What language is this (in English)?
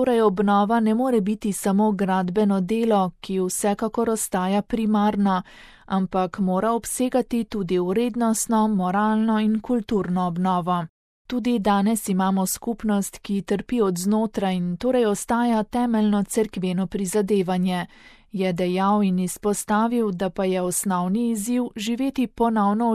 Slovenian